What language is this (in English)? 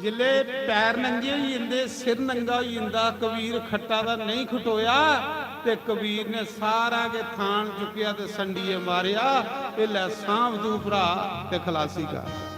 Dogri